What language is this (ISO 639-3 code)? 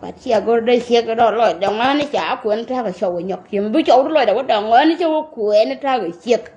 nus